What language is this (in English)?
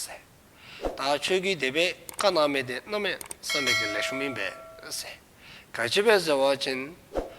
Dzongkha